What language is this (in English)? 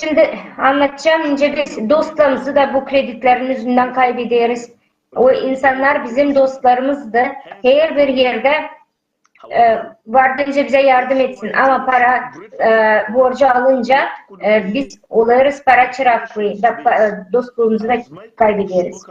Gagauz